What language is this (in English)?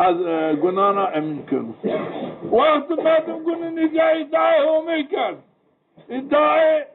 Zaza